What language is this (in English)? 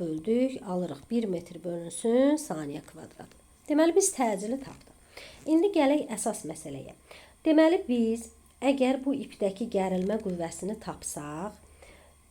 Azerbaijani